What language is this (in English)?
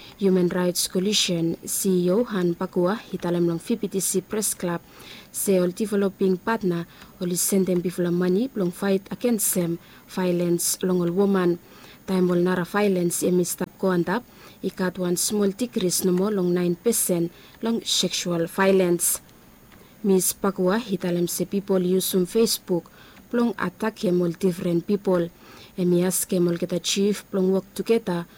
Bislama